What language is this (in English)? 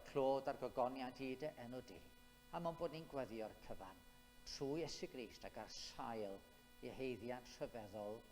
Welsh